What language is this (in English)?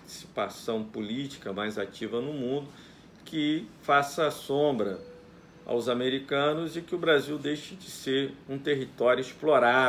Portuguese